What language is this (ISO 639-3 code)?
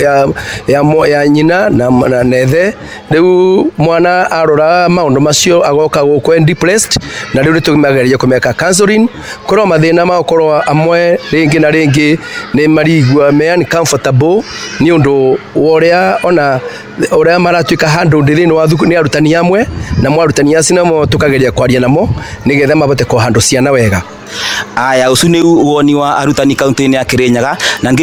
kik